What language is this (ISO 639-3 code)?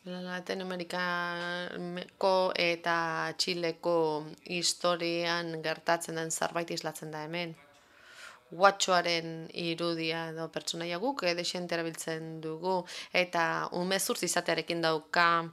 eus